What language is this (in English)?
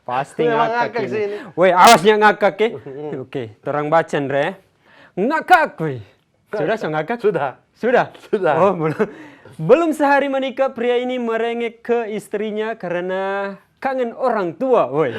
Manado Malay